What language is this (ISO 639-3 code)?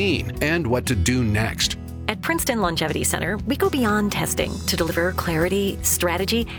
eng